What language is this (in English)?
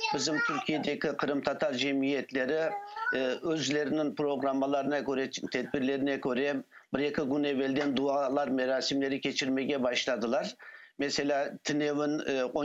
Crimean Tatar